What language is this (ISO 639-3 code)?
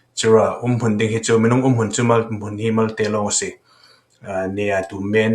cfm